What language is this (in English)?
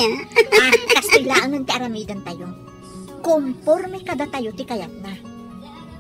Iloko